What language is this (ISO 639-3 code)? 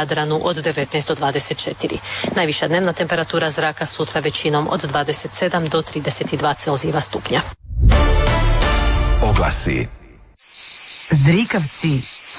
hrv